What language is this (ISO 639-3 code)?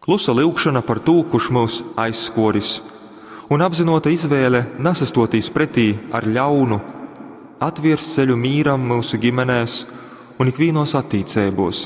ltg